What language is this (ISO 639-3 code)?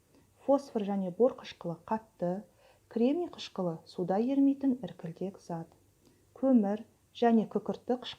kaz